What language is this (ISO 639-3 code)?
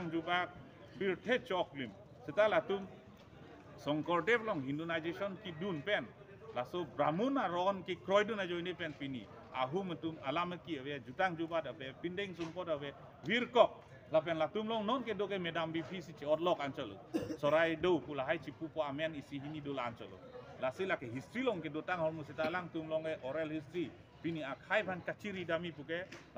mjw